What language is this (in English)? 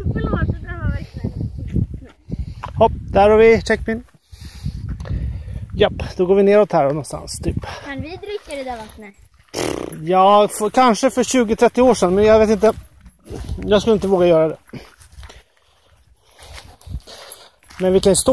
Swedish